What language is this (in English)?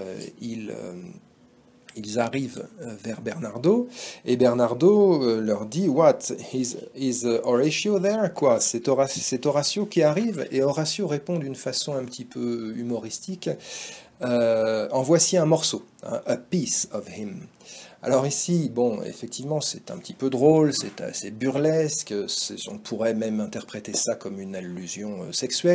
French